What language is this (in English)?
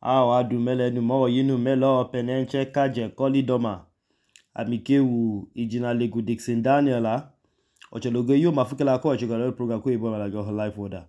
Idoma